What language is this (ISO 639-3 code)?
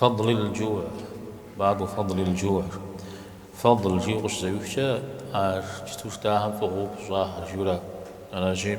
kbd